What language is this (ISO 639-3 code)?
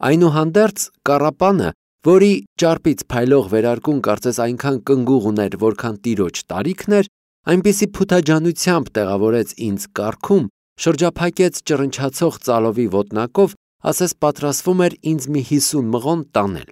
hye